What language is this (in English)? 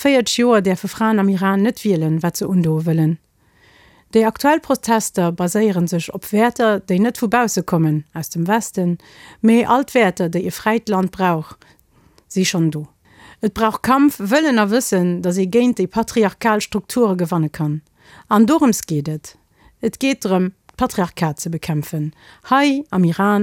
Luxembourgish